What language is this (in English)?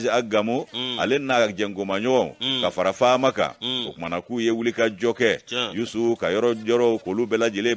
Bambara